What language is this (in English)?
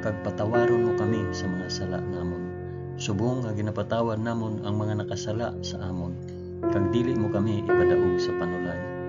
Hiligaynon